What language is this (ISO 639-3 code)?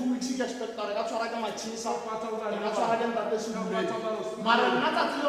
tsn